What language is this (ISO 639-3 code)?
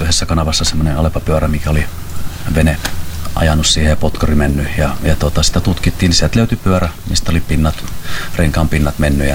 fin